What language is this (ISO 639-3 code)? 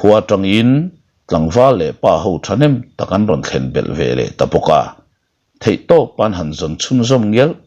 lus